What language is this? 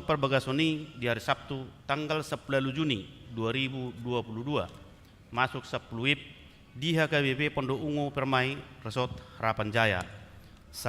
Batak Toba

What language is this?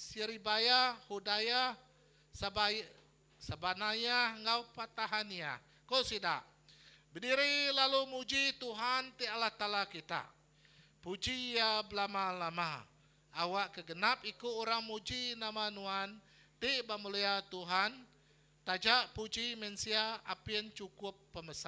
Iban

